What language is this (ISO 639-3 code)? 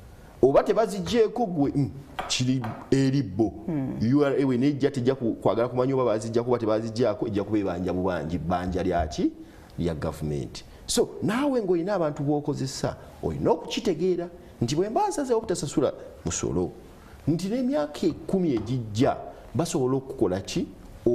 lug